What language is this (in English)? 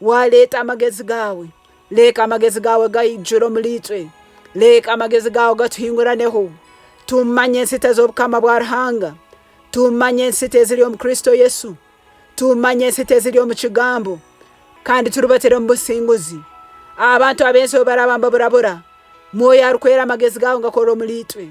Nyankole